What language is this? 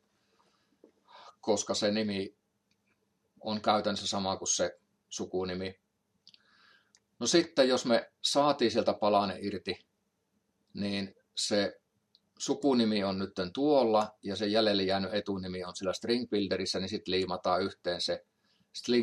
Finnish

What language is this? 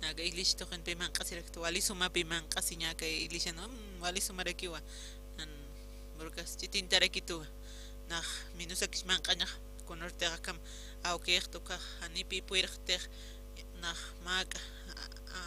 Aymara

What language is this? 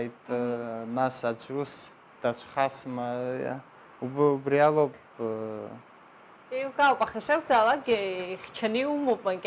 Abkhazian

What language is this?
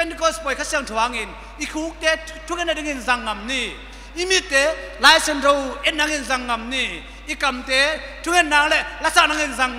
Tedim Chin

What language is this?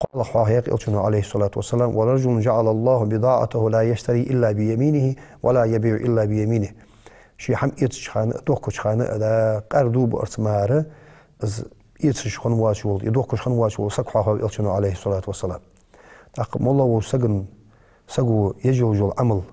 Ingush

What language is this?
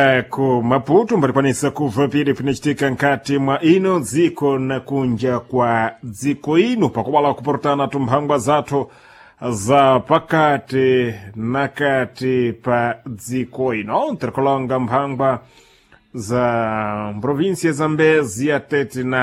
Sena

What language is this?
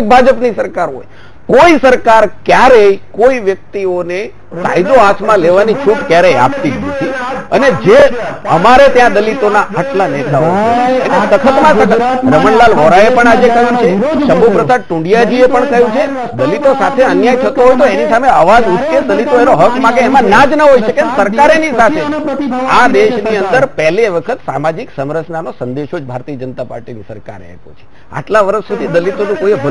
Gujarati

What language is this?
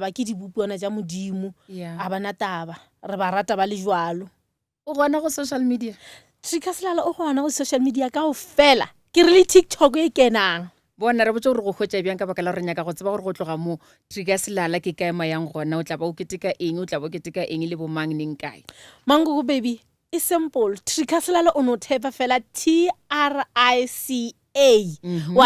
Northern Sotho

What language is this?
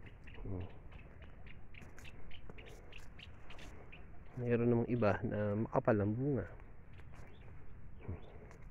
Filipino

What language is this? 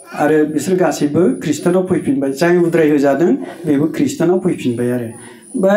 Bodo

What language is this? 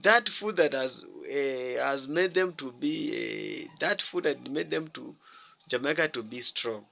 Jamaican Creole English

